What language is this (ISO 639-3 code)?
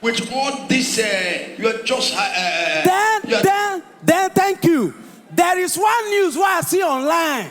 pcm